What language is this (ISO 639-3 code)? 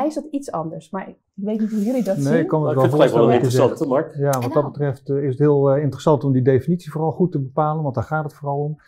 nld